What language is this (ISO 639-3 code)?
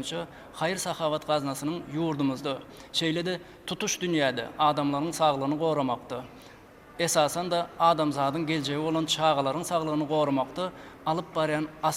tuk